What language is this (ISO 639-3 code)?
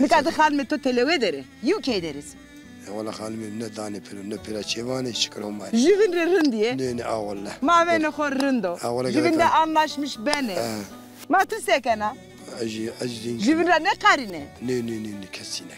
zza